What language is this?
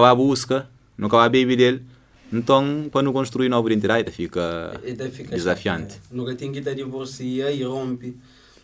Kabuverdianu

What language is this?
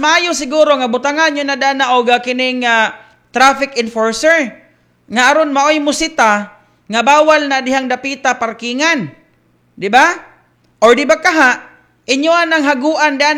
Cebuano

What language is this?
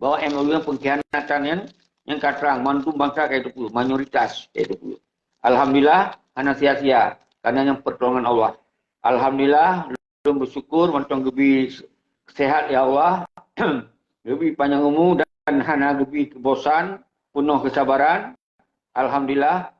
Achinese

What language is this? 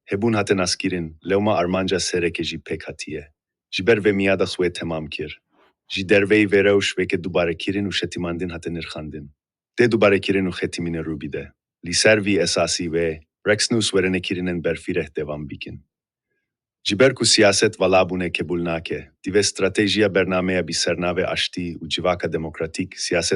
Kurdish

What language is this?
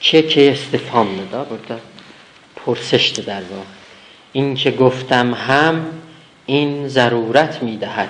South Azerbaijani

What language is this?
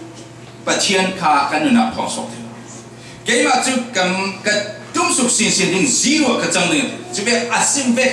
Falam Chin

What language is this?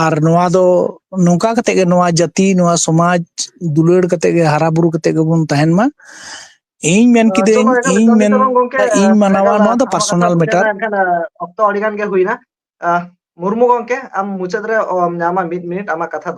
Santali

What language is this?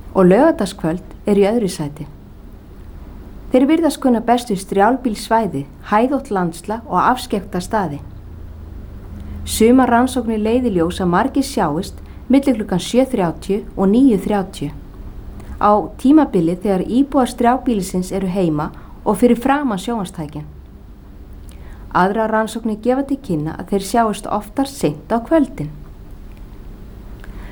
Icelandic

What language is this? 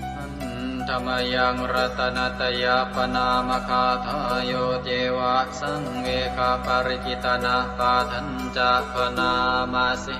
Pali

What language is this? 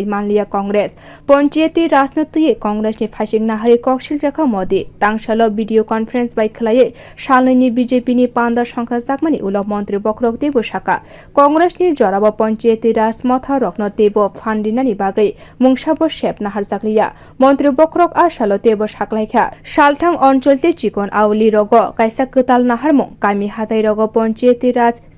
Kok Borok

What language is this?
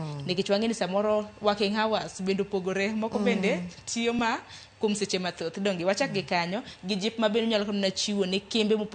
Luo (Kenya and Tanzania)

